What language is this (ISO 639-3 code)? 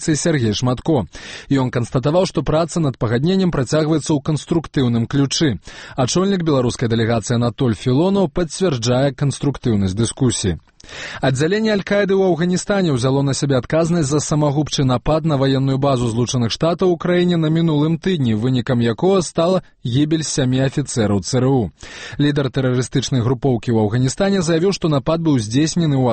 bel